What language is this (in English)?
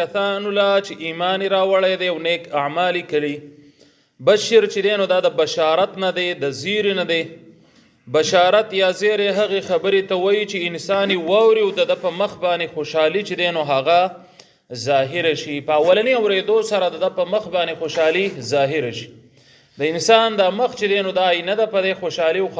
Pashto